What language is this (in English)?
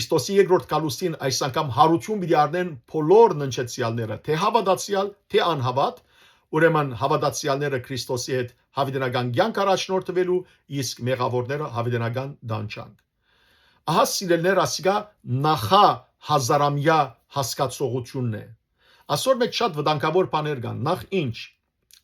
Western Armenian